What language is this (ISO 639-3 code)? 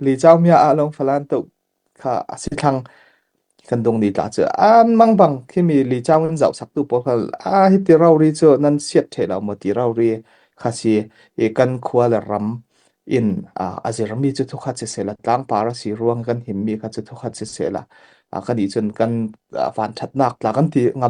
cfm